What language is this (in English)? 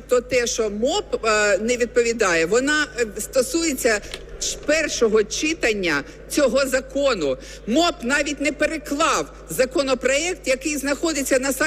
Ukrainian